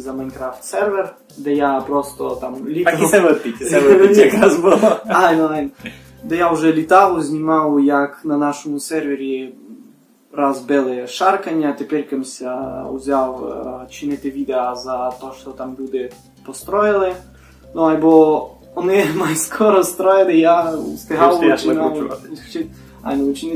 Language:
Rusyn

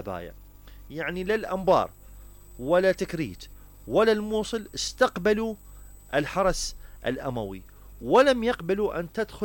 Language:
Mesopotamian Arabic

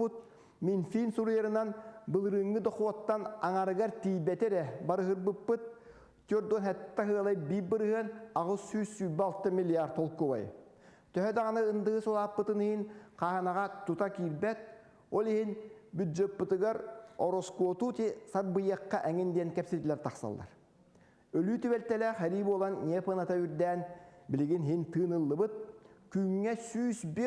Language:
Yakut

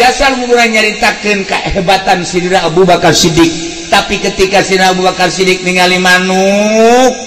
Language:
Sundanese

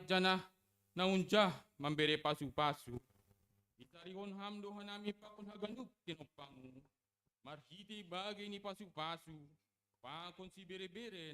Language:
Batak Simalungun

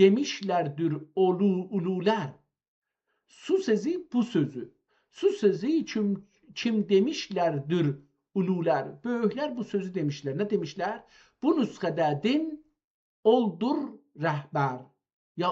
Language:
South Azerbaijani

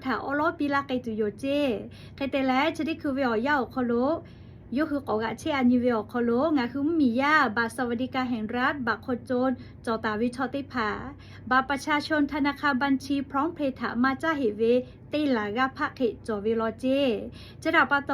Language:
Lahu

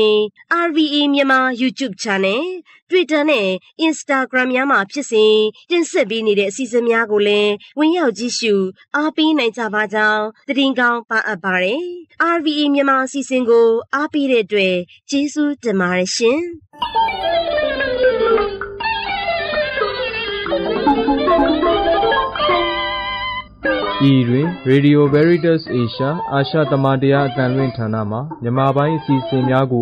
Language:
Burmese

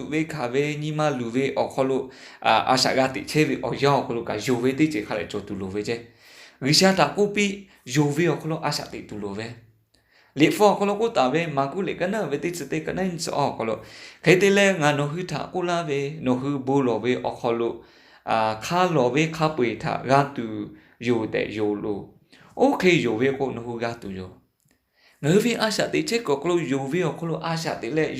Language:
Lahu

